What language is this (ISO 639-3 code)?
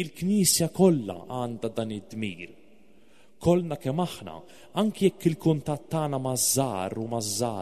mlt